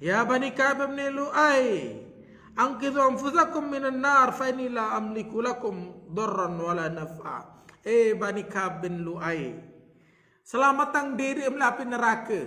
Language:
Sasak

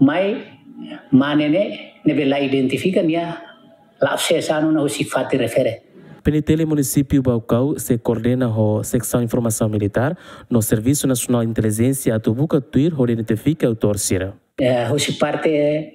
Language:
Tetum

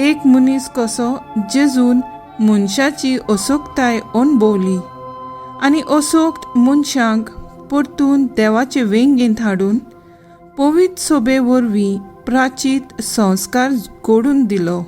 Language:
Konkani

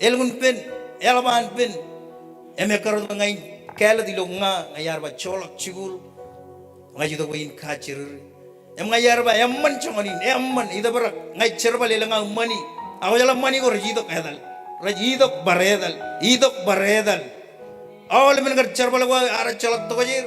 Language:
Marshallese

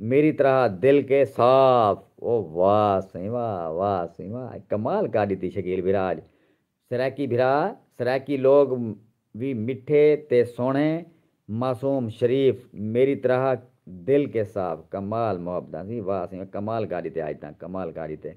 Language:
Saraiki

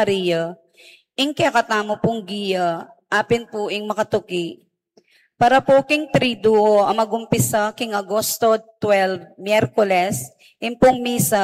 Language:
Pampanga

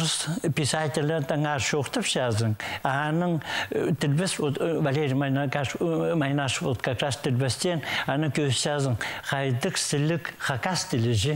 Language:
Khakas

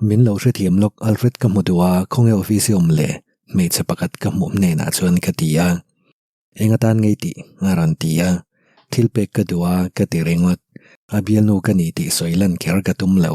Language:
Mizo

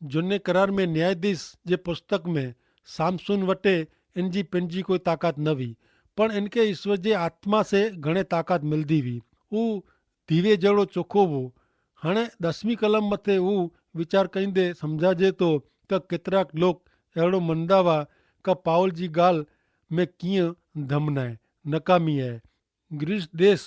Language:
Kachhi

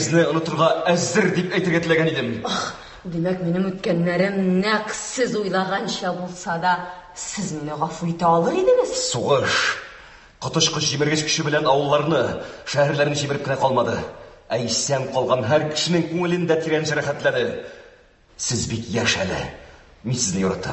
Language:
Tatar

